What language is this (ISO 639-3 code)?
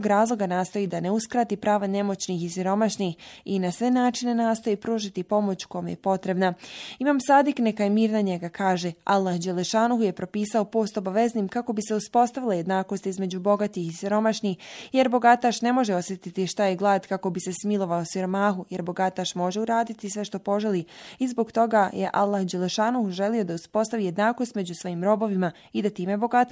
bos